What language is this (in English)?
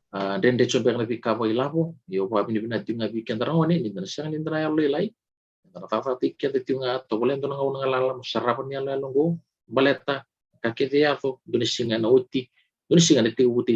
Fijian